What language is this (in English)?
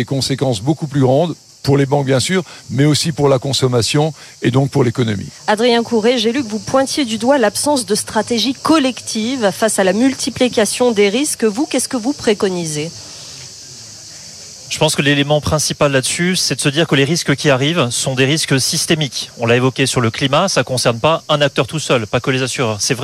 French